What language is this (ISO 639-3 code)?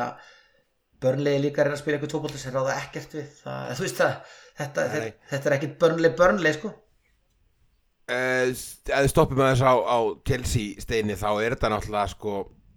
isl